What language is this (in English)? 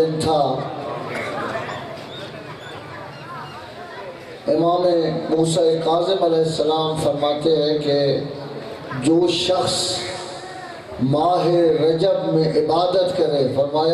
Urdu